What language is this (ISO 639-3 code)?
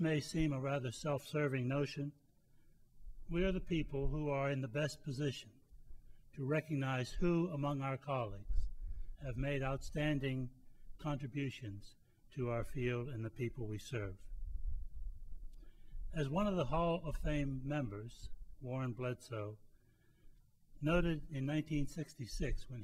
eng